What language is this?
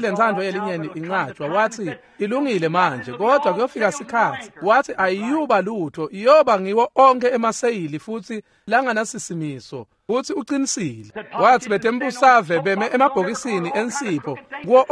Swati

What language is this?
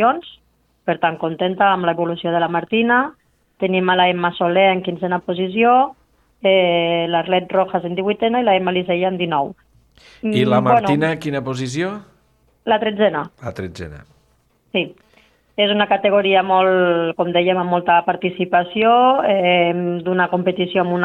Catalan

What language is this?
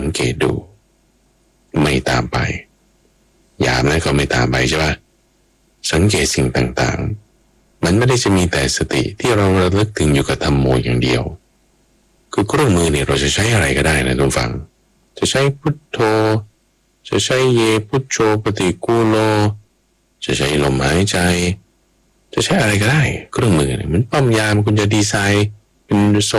Thai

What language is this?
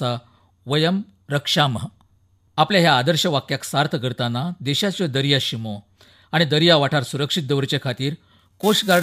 Konkani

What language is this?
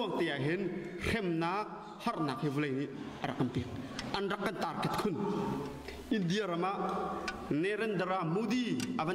Hakha Chin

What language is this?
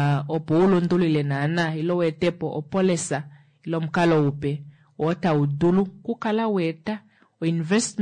Kuanyama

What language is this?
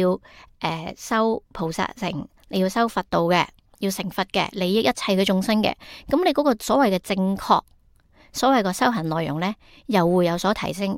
Cantonese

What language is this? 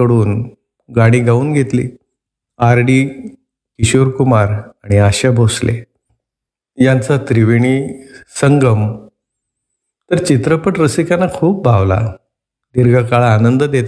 Marathi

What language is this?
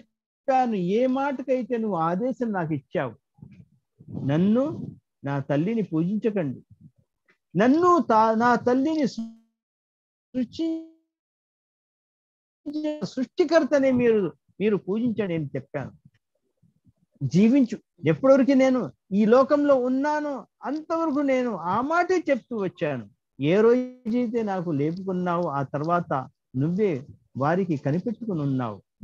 Telugu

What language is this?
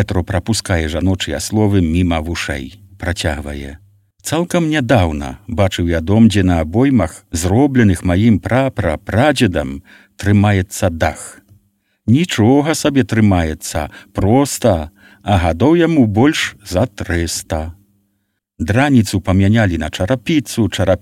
Belarusian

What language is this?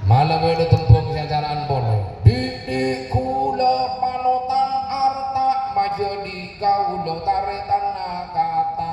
Madurese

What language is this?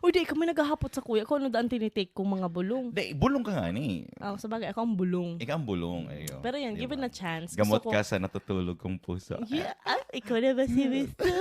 Bikol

